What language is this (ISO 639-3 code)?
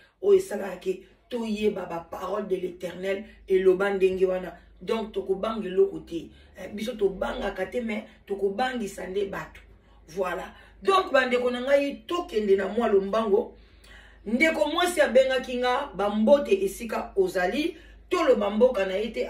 lin